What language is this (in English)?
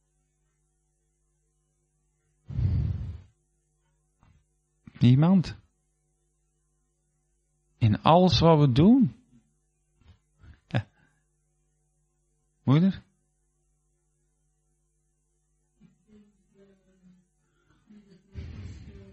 Dutch